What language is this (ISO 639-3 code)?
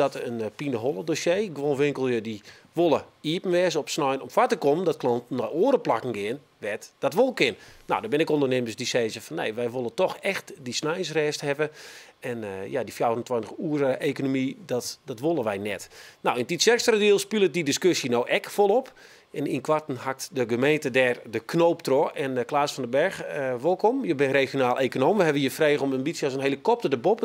fry